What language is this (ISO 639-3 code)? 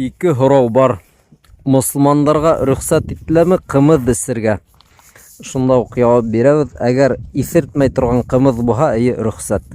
bak